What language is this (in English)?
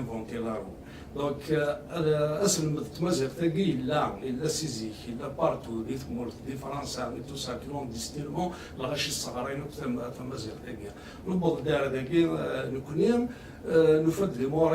Kabyle